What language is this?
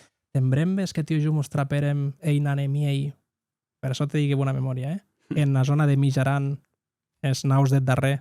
Occitan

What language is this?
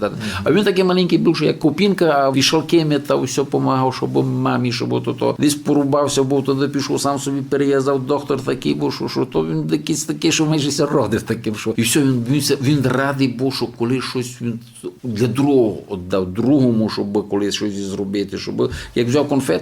Rusyn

